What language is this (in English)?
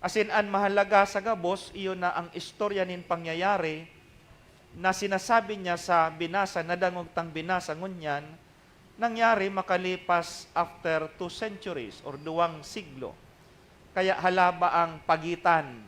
Bikol